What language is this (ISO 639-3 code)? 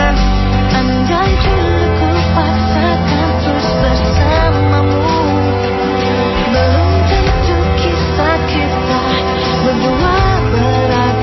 ind